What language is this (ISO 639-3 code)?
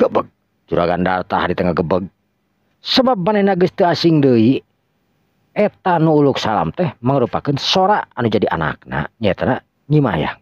sun